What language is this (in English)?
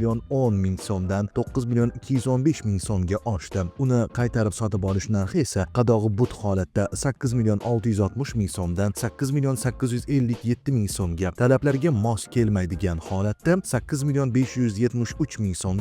Uzbek